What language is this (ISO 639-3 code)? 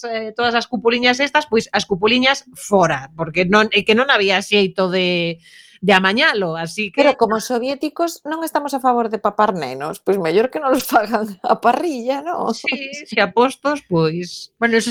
glg